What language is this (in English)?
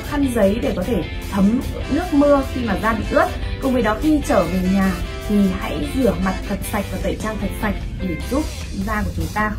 Vietnamese